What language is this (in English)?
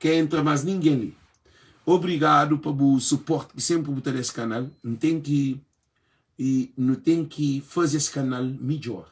Kabuverdianu